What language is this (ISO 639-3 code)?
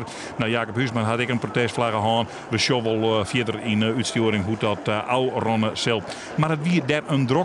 fry